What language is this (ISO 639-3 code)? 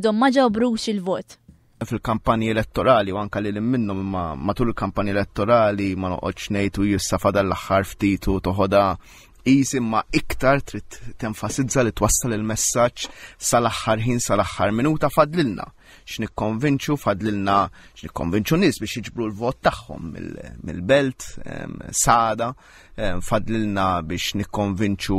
mlt